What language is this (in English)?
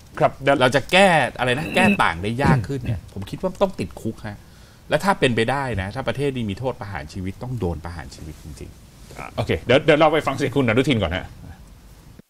Thai